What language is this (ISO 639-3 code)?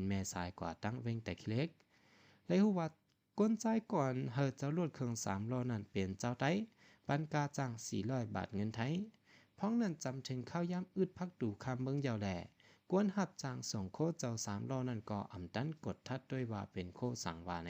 shn